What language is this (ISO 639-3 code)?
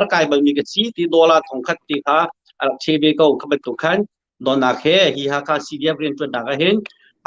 cnh